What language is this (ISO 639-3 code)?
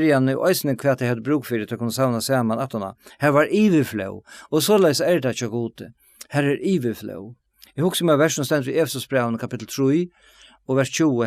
fao